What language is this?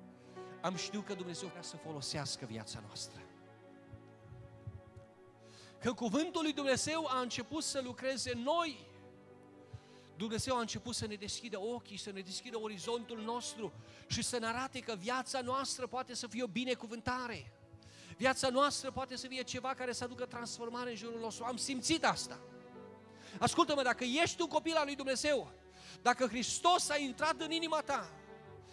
Romanian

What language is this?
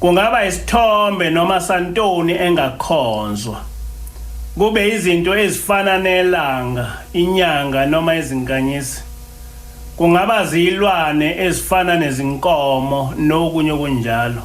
Zulu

